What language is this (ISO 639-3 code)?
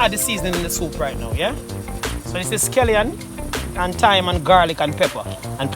jam